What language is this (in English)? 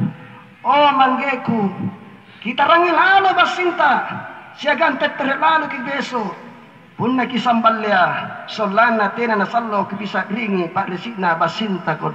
Makasar